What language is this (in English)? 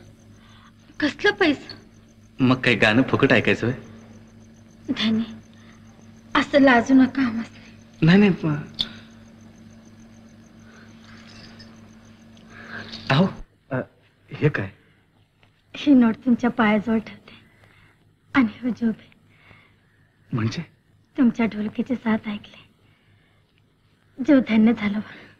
Marathi